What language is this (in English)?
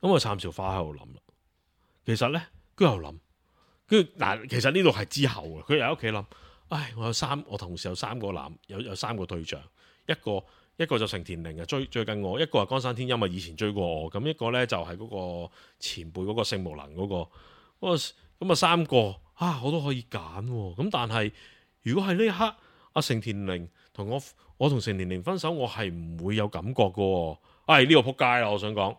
Cantonese